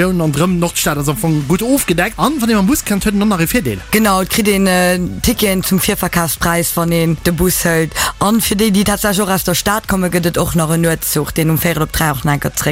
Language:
Luxembourgish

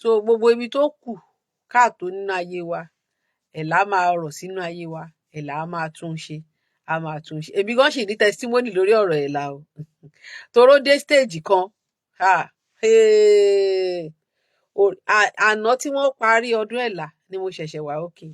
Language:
Yoruba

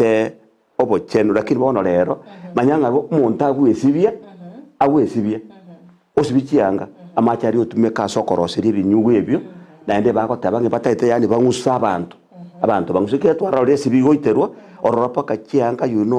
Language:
Gusii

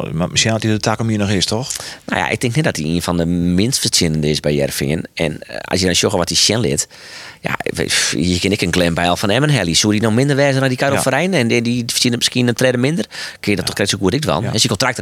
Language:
Western Frisian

